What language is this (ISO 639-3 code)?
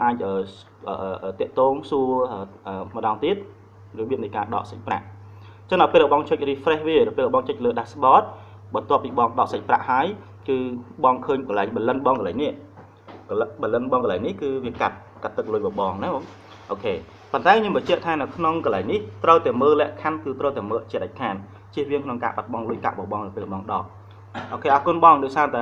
khm